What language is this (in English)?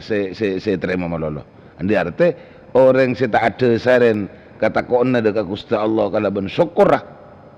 Madurese